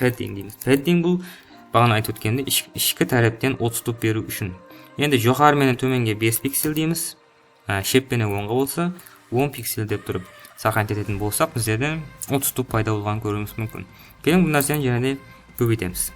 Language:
Kara-Kalpak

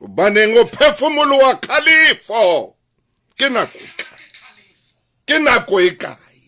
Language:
Southern Sotho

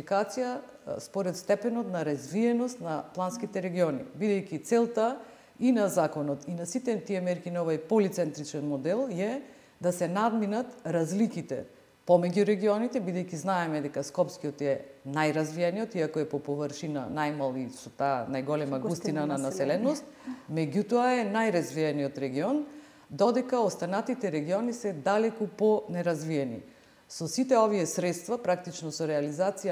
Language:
Macedonian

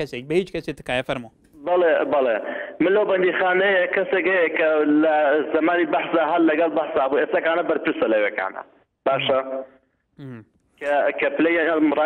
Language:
Central Kurdish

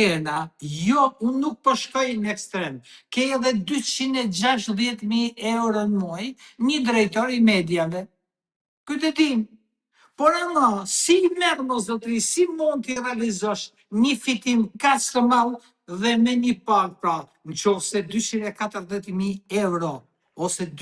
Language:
Albanian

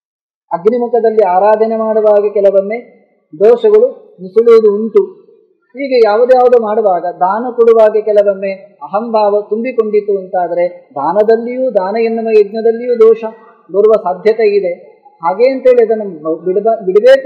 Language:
Kannada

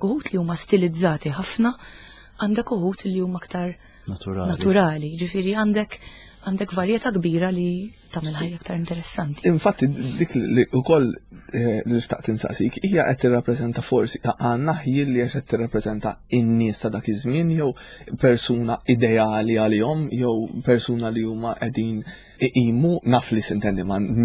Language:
Maltese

